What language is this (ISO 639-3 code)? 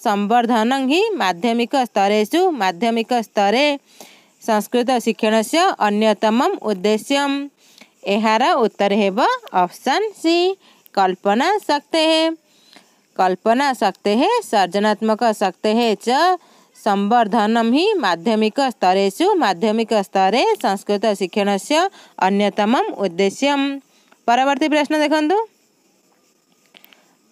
ori